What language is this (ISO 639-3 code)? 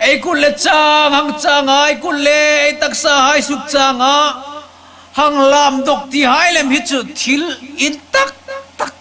hmr